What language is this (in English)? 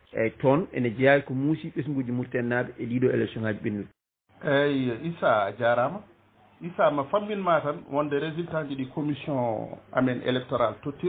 Fula